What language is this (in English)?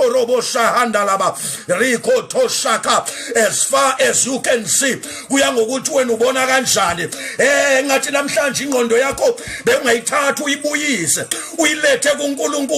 Zulu